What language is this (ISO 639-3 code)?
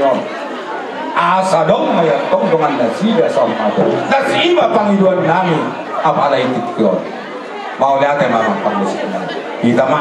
bbc